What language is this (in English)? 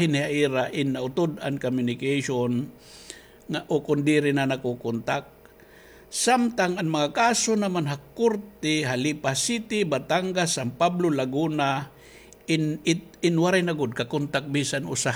Waray